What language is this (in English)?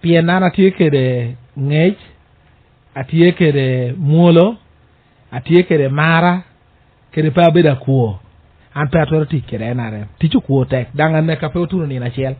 Lango (Uganda)